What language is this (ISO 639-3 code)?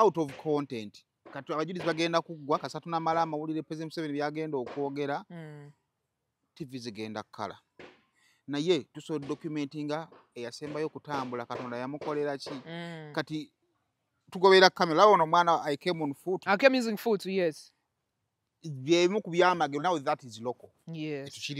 lug